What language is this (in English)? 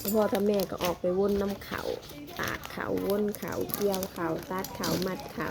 Northeastern Thai